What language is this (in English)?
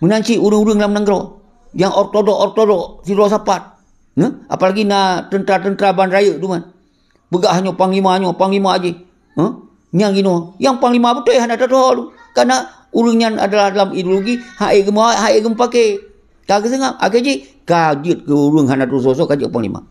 Achinese